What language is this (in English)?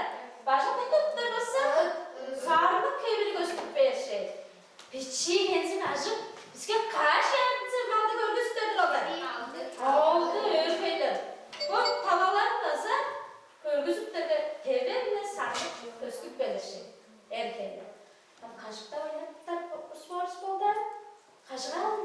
Tuvinian